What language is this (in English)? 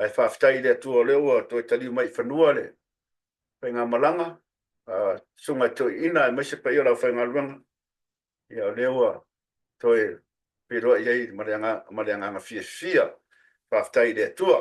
Samoan